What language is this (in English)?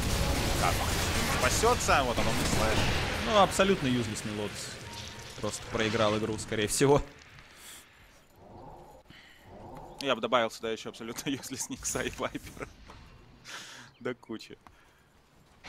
Russian